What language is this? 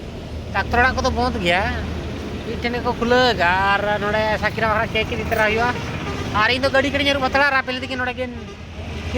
Santali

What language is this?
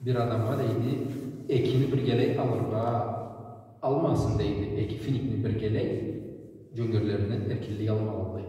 Karachay-Balkar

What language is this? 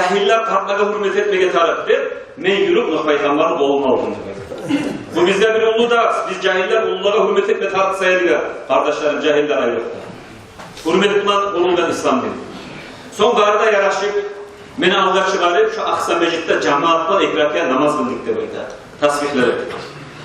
Kumyk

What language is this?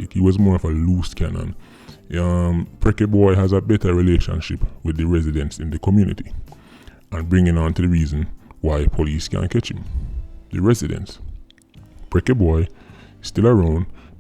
Jamaican Creole English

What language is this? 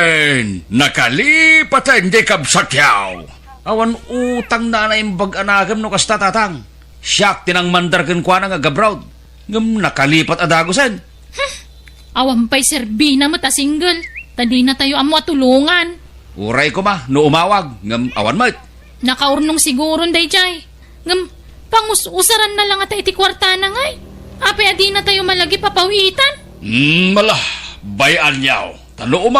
Iloko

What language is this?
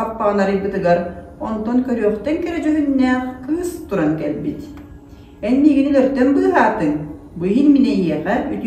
Yakut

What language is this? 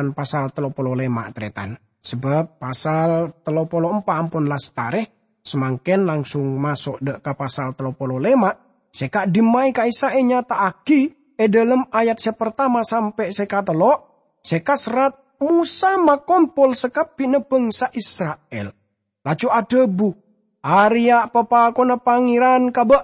Madurese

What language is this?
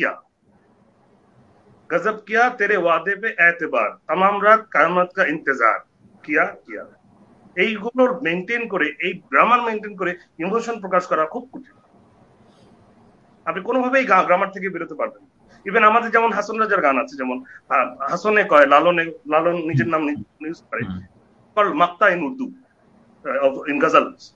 Bangla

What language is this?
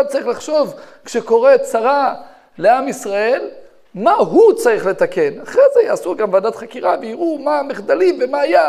Hebrew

